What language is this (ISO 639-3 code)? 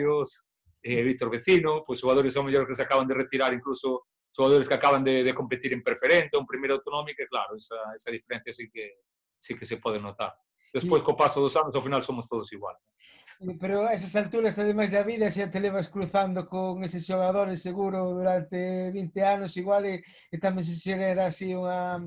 glg